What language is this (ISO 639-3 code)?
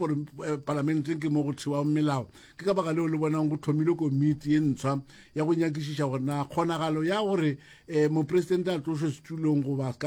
nso